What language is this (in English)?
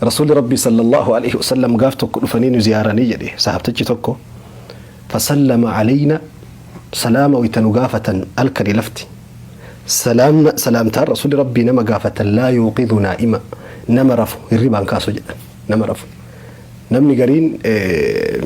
Oromo